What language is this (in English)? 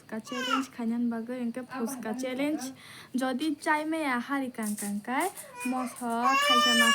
Kok Borok